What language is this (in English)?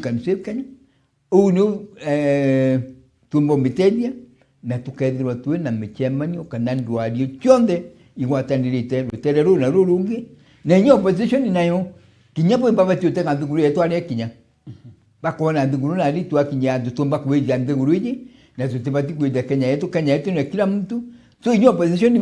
Meru